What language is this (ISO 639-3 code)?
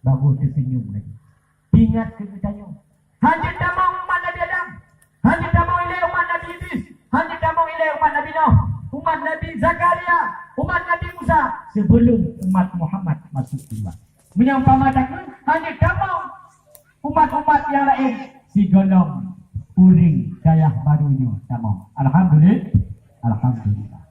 ace